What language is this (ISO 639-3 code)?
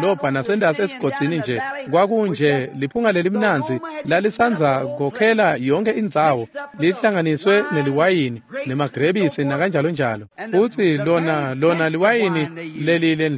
ssw